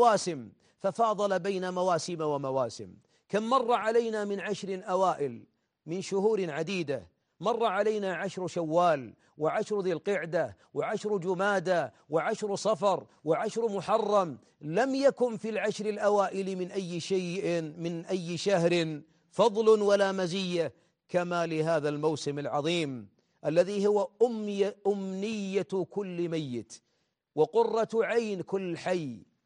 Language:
Arabic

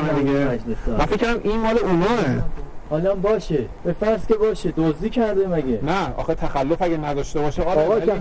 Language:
Persian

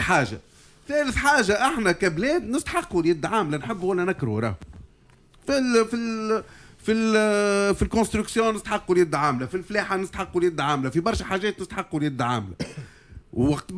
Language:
Tunisian Arabic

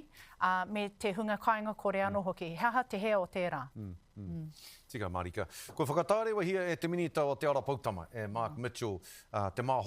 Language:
Māori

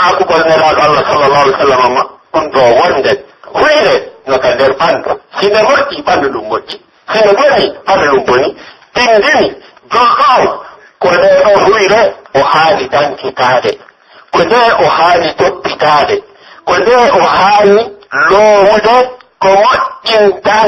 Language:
Pular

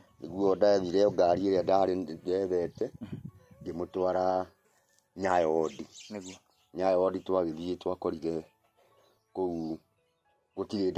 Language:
Kikuyu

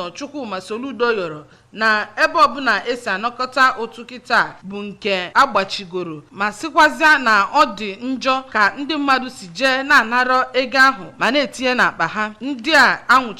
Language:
Igbo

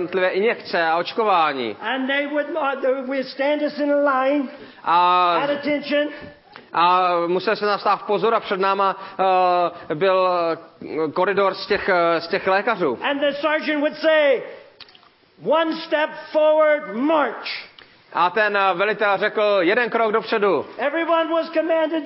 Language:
Czech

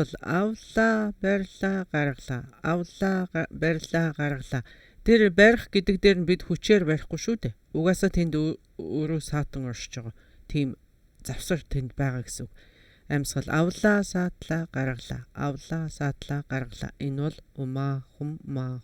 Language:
Mongolian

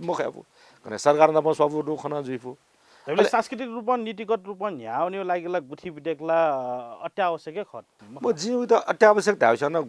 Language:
Newari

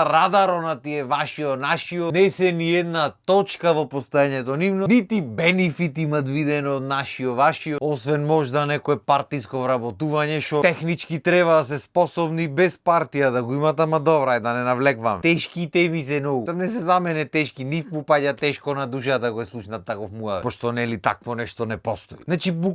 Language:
Macedonian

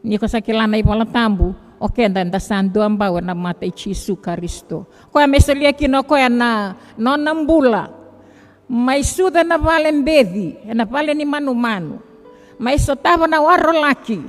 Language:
Fijian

